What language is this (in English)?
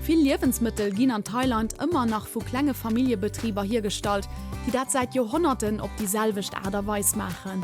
Luxembourgish